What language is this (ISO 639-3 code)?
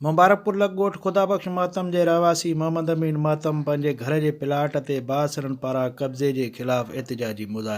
snd